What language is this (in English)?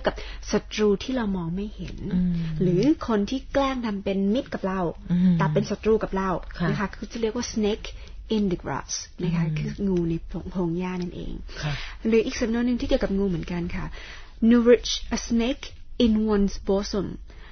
Thai